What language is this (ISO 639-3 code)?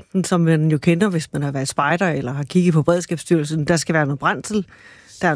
dan